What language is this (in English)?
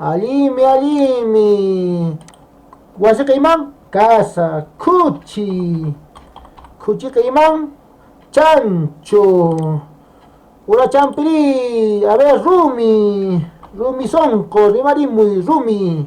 Quechua